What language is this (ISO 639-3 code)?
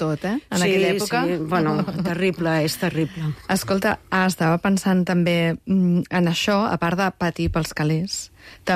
cat